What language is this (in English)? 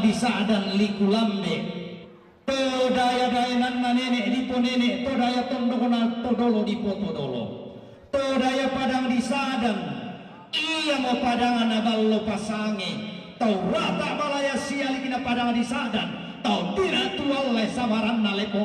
Toraja-Sa'dan